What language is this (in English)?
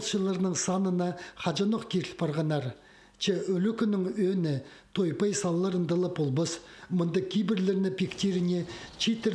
Khakas